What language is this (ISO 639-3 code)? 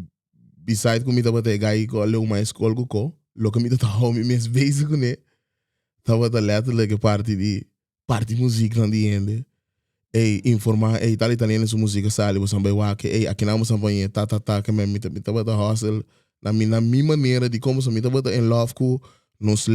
pap